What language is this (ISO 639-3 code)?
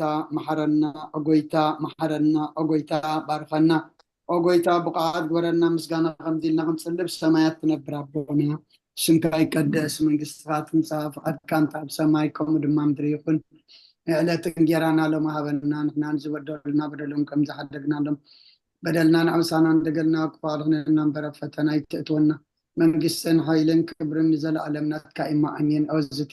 tir